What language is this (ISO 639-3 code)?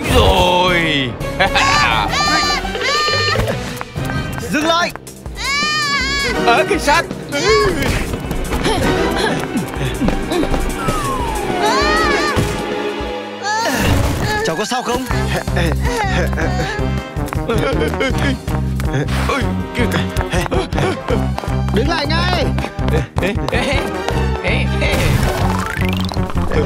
vie